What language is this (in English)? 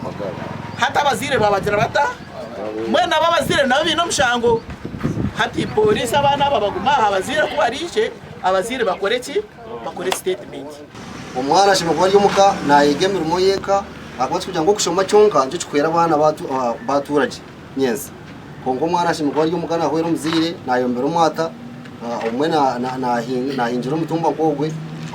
Nyankole